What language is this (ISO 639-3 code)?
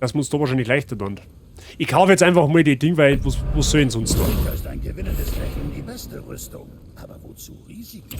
bar